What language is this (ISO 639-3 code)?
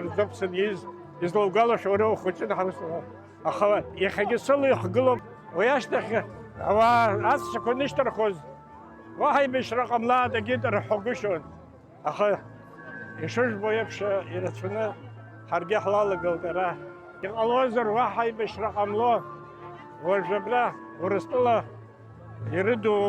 abk